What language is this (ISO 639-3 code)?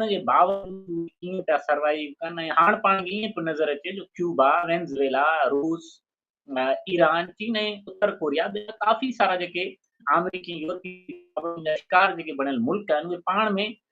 snd